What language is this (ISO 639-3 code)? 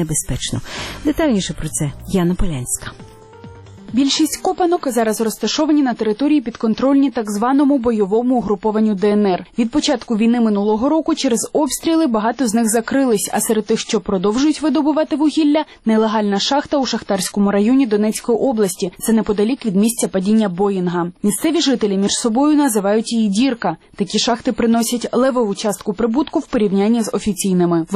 ukr